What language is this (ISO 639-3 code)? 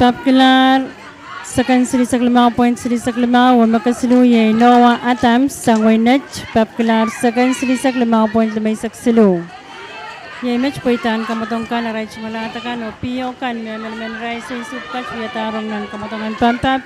pon